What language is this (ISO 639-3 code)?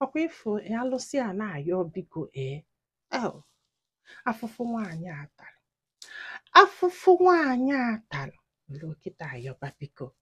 ibo